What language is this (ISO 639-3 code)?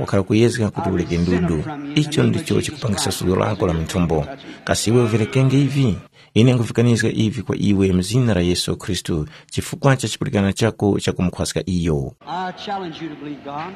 tum